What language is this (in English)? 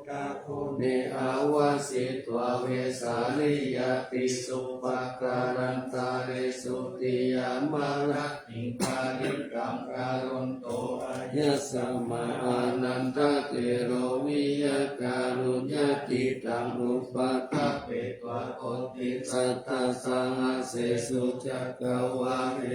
Pali